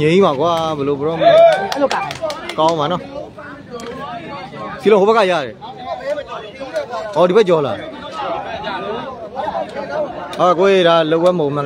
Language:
Burmese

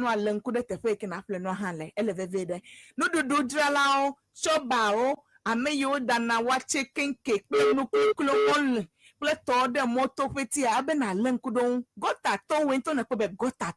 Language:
Ewe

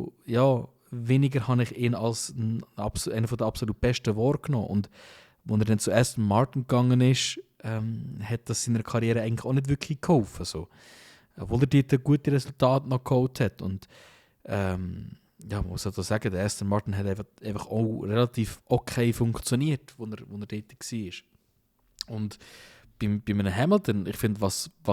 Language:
Swiss German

